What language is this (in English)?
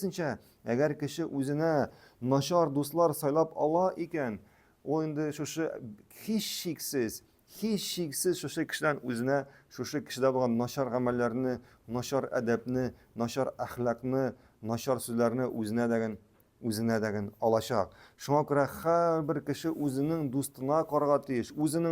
Tatar